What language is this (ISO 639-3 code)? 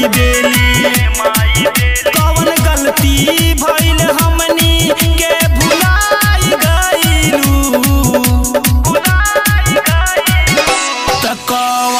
bho